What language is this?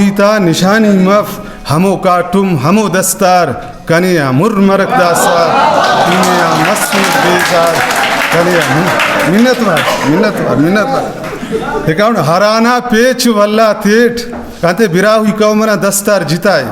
Brahui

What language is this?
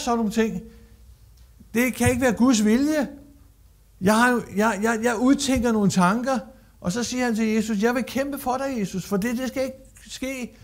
Danish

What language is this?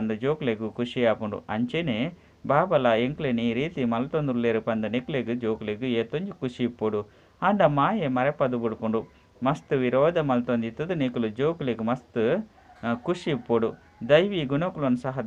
Tulu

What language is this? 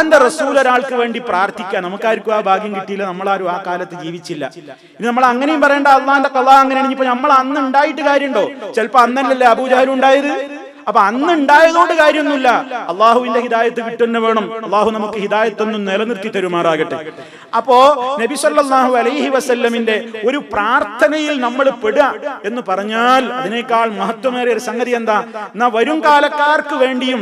Malayalam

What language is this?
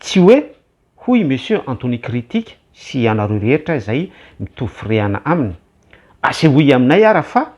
Malagasy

